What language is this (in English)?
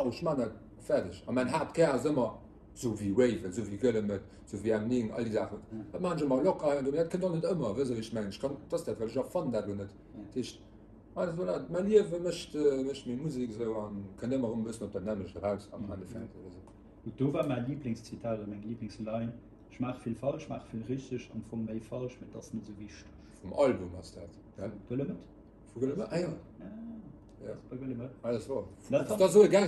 Luxembourgish